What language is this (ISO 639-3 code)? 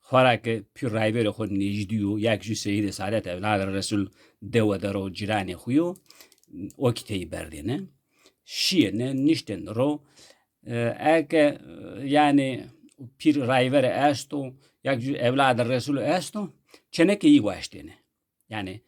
zza